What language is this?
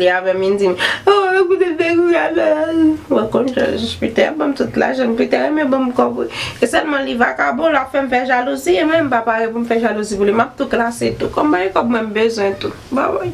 Haitian Creole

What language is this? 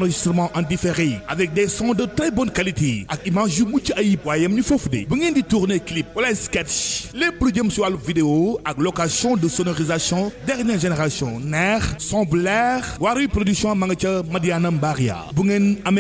Wolof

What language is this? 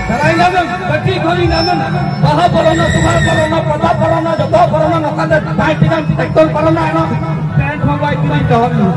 Santali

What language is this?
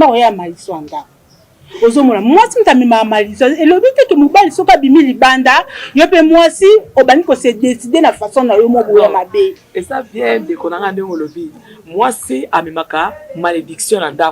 Lingala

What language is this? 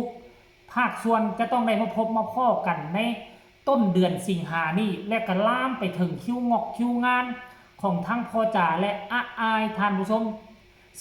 Northeastern Thai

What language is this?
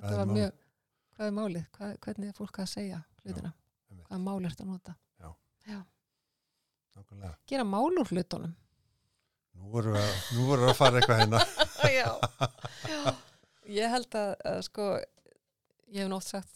Icelandic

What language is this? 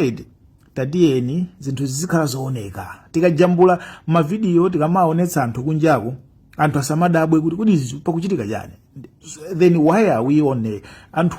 Nyanja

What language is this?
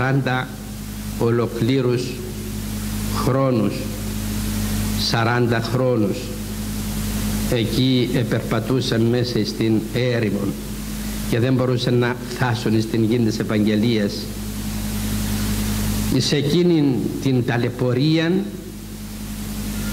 Greek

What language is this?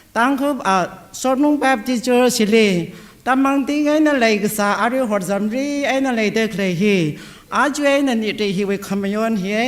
Tangkhul Naga (India)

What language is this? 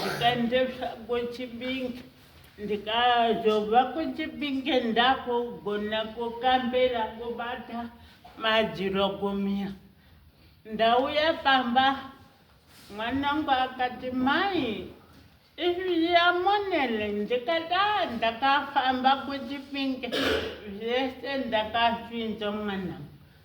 Shona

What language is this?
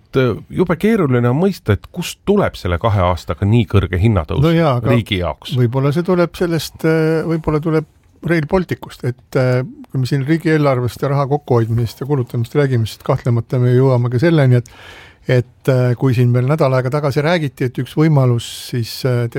Estonian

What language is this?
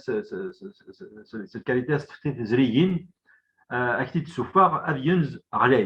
Kabyle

